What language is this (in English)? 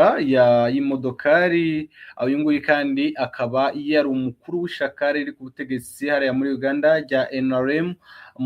Kinyarwanda